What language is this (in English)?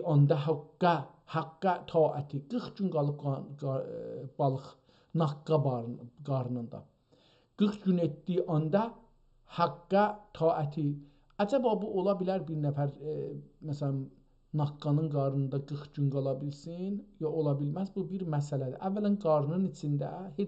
South Azerbaijani